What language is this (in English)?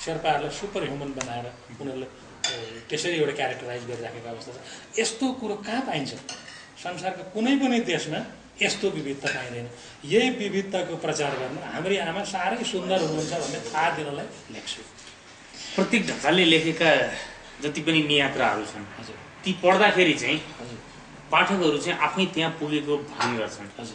Nepali